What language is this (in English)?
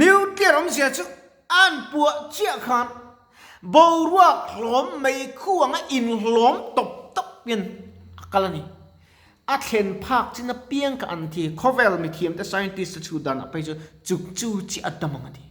Mizo